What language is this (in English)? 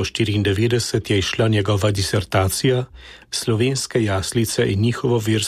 Slovenian